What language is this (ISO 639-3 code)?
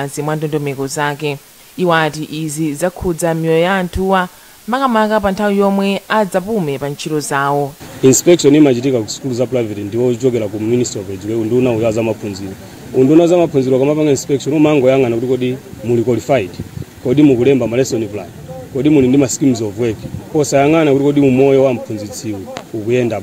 nya